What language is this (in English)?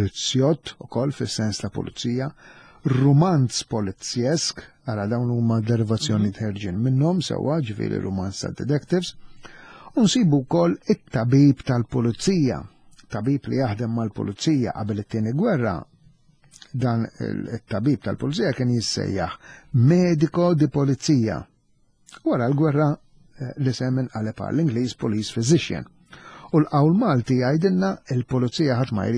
Maltese